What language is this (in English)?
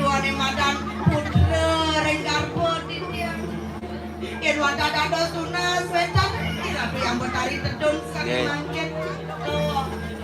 Balinese